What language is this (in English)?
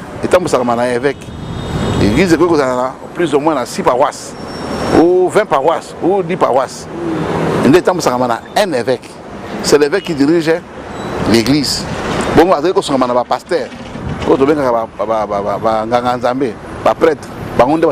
Lingala